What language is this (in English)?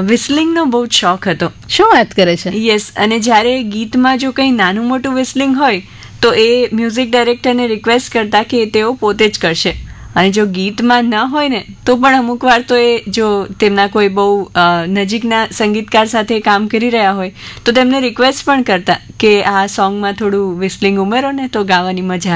Gujarati